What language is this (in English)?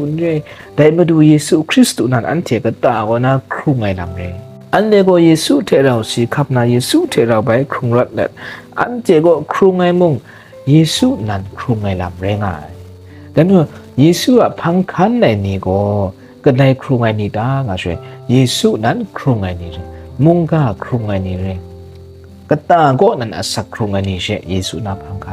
Kachin